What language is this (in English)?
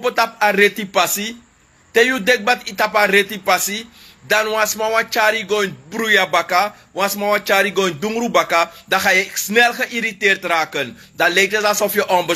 Sranan Tongo